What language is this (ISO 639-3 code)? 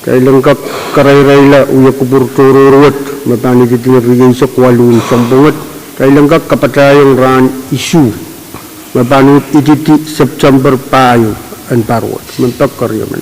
pon